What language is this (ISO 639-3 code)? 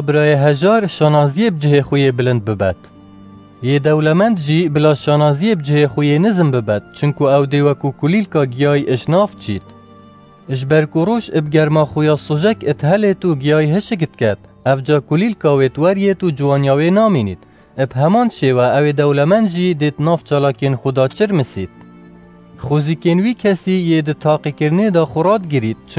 kur